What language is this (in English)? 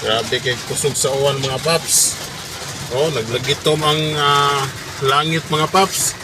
Cebuano